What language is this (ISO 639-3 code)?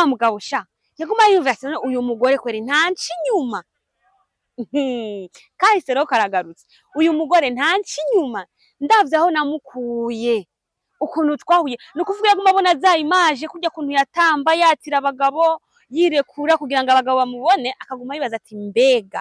run